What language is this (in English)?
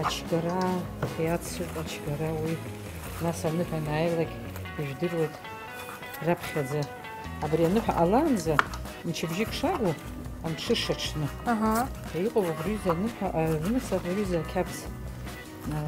Abkhazian